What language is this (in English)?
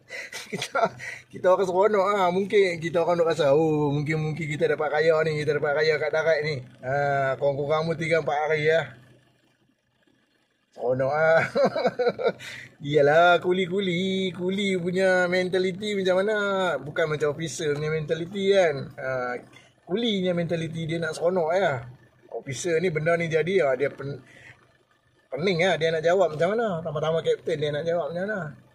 Malay